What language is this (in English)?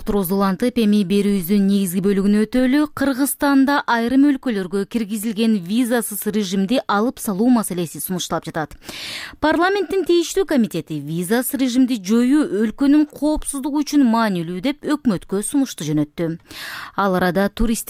Kyrgyz